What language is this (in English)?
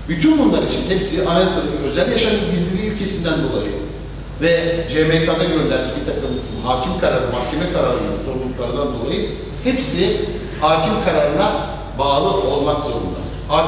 Turkish